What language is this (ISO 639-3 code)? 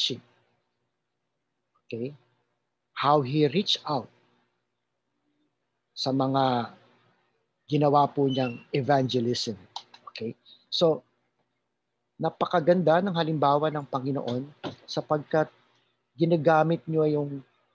fil